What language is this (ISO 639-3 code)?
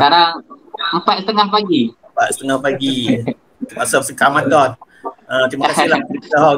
msa